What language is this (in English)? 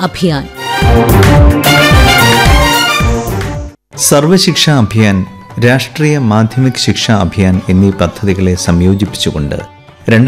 Malayalam